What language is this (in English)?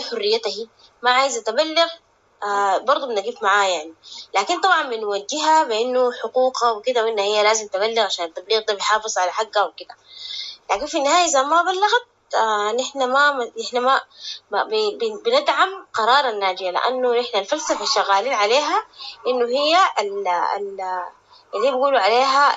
Sudanese Arabic